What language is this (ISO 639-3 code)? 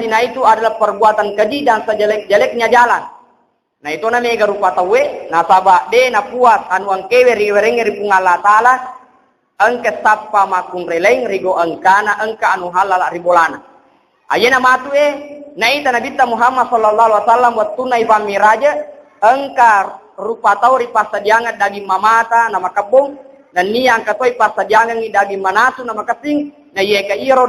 bug